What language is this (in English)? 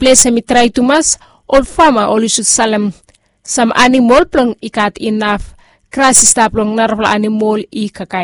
Bislama